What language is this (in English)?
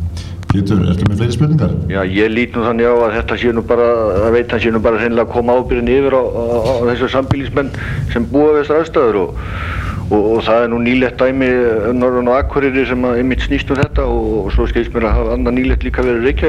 Icelandic